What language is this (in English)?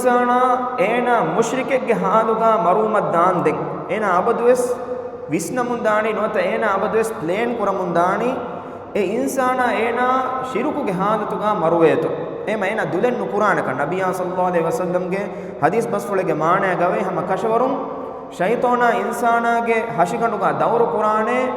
Divehi